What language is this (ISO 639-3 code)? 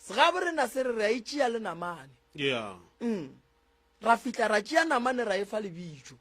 nso